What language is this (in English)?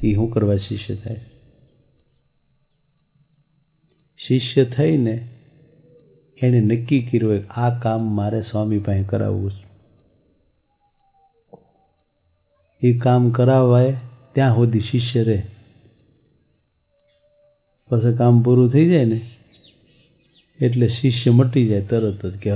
Gujarati